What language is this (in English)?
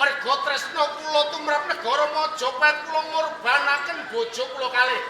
Javanese